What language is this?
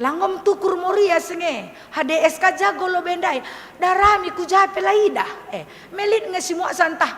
Batak Karo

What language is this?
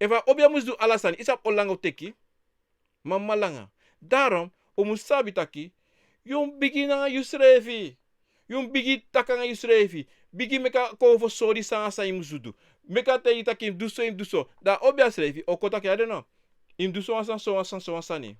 Sranan Tongo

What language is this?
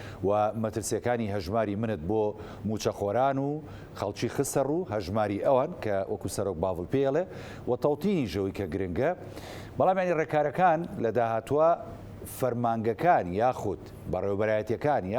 Central Kurdish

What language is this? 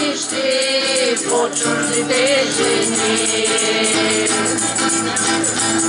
Bulgarian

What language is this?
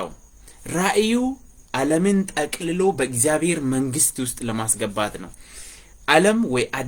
Amharic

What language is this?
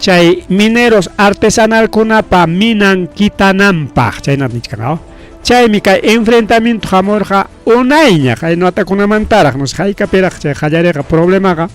Ayacucho Quechua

